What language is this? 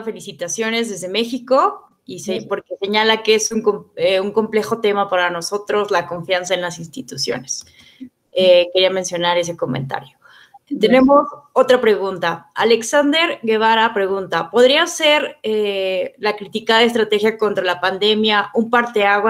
Spanish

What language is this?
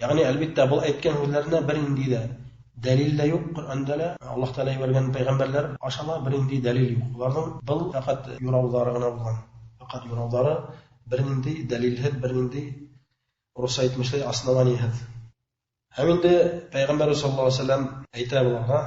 Bashkir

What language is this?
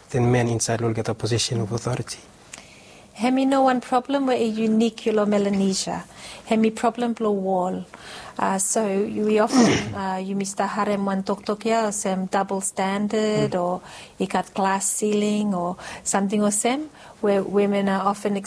Bislama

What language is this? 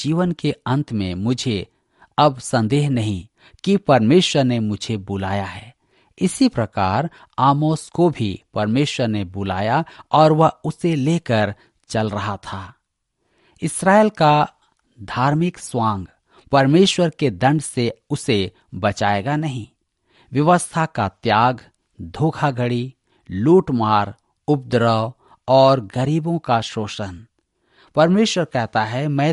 Hindi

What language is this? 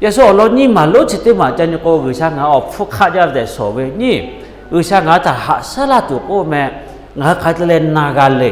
Lahu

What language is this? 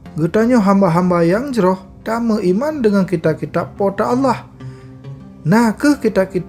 Achinese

